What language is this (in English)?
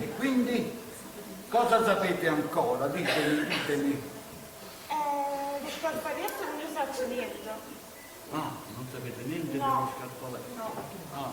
Neapolitan